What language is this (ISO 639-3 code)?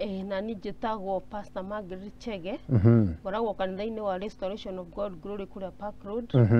kik